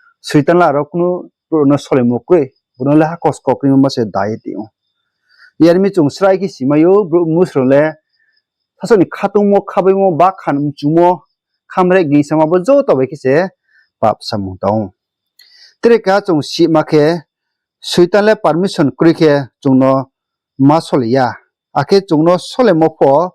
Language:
Riang (India)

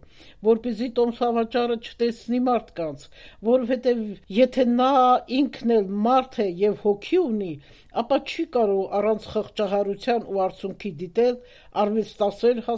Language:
Armenian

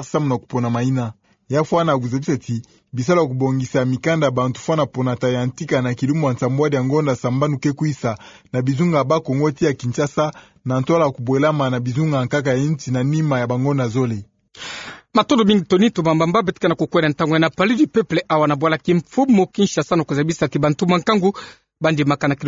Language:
Kituba (Democratic Republic of Congo)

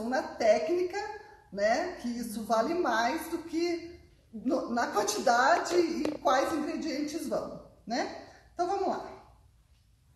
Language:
Portuguese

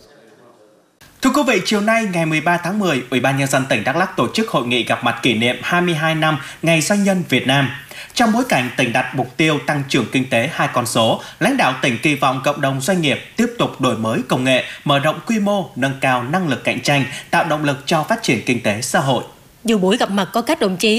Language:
Vietnamese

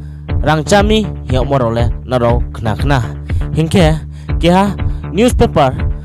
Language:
Riang (India)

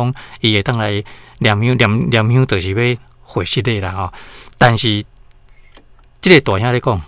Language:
Min Nan Chinese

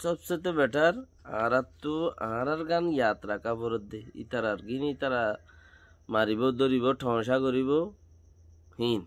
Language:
Rohingya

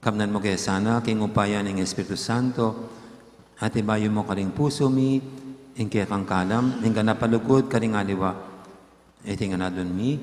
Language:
Pampanga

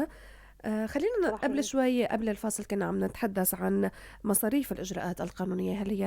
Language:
North Levantine Arabic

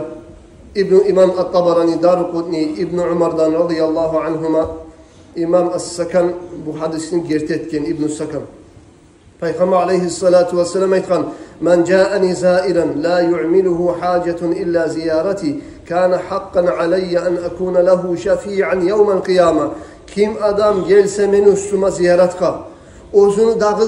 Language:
Kumyk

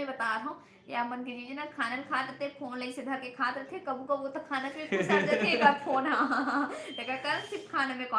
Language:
Chhattisgarhi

